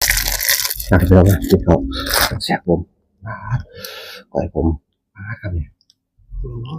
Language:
Northeastern Thai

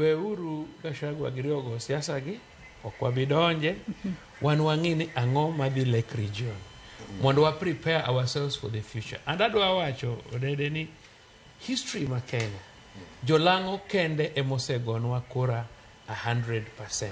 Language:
Luo (Kenya and Tanzania)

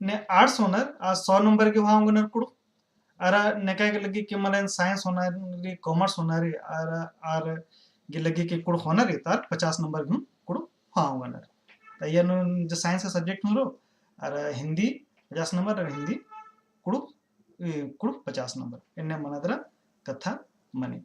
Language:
Kurukh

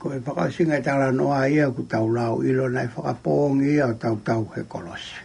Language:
Tongan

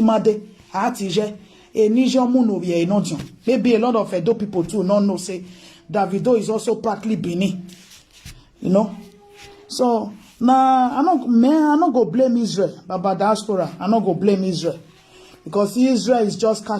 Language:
Nigerian Pidgin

